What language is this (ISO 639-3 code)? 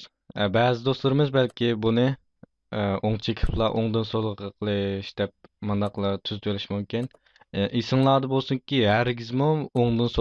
uig